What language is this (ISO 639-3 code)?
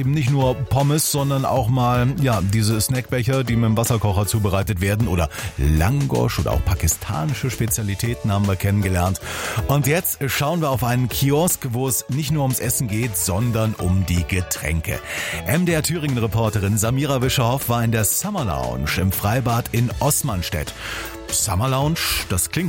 deu